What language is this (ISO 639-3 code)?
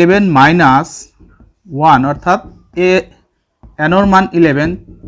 asm